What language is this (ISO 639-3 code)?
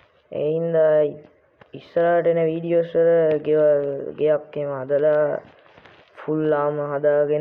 sin